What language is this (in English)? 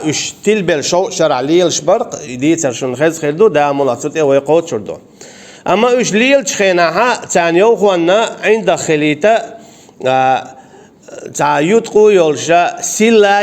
Chechen